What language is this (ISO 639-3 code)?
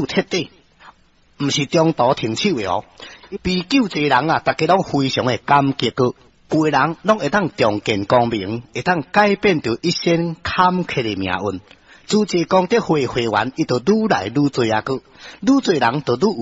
nan